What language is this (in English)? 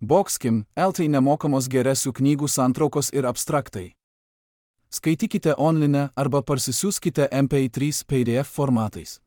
Lithuanian